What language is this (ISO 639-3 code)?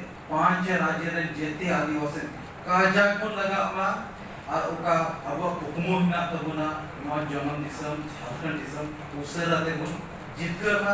sat